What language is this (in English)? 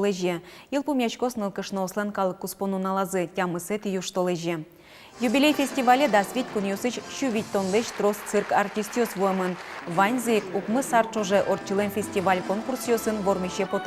Udmurt